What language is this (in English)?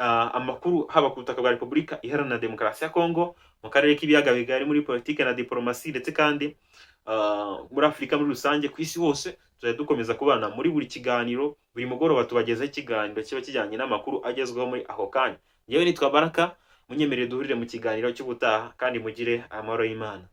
Kinyarwanda